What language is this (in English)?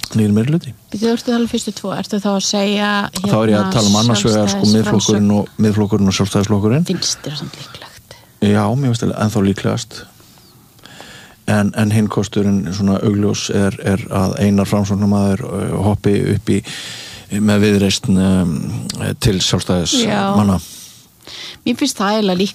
Icelandic